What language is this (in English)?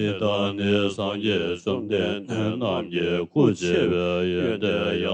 Tibetan